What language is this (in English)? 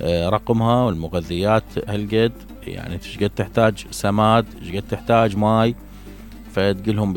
Mesopotamian Arabic